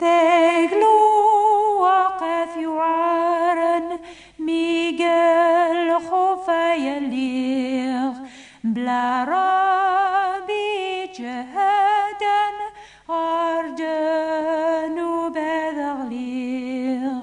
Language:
Kabyle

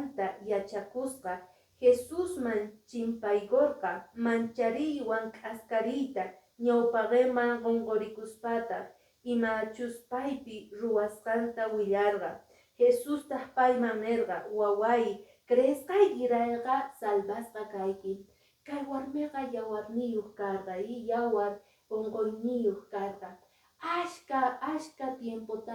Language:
Quechua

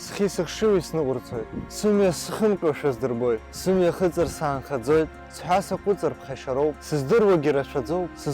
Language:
Abkhazian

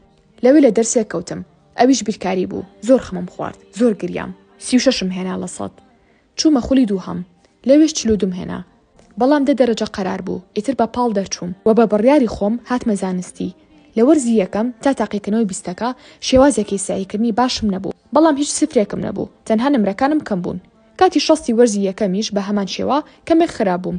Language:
Central Kurdish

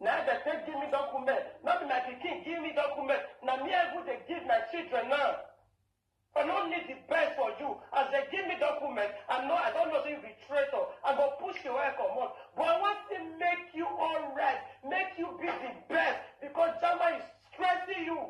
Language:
Nigerian Pidgin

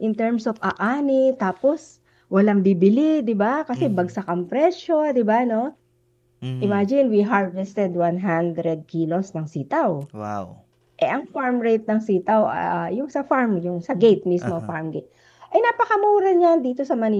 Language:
Filipino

